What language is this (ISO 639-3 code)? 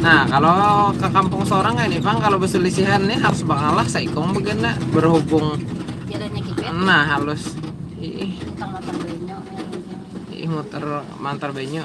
bjn